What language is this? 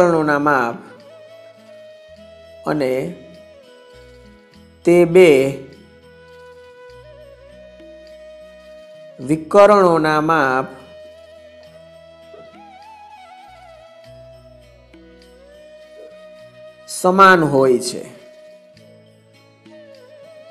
Gujarati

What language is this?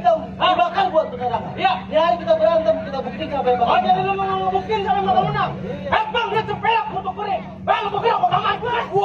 Betawi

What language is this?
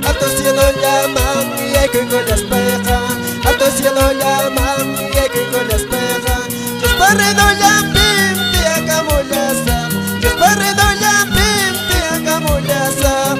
Quechua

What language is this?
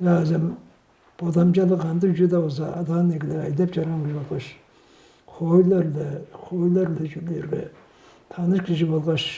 Tuvinian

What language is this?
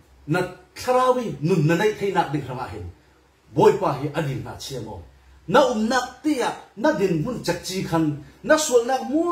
Falam Chin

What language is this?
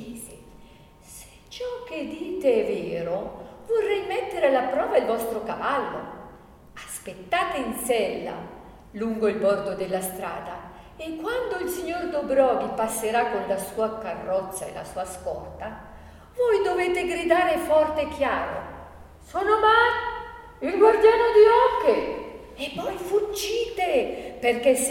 Italian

